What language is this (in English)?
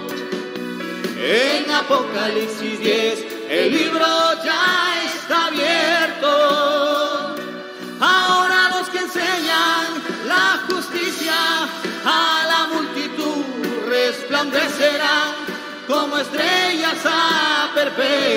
Spanish